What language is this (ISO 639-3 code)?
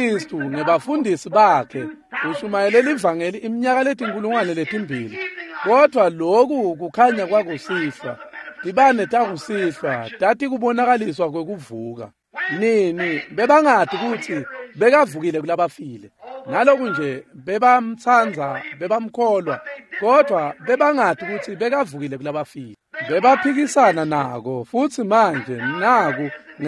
ssw